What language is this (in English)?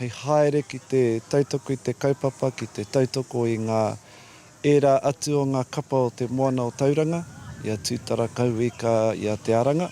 Māori